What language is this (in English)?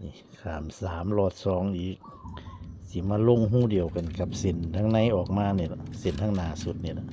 Northeastern Thai